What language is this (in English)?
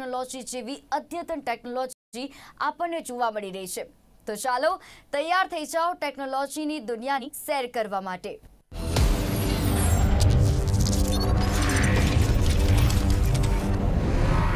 Gujarati